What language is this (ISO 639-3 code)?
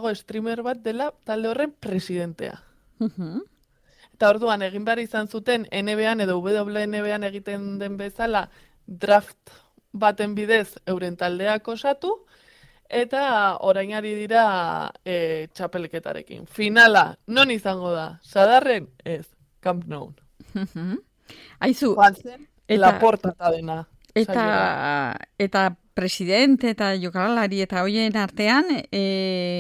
eus